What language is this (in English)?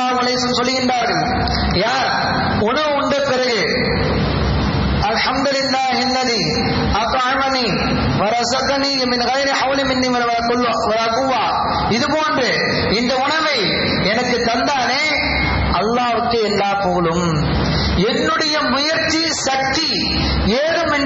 Tamil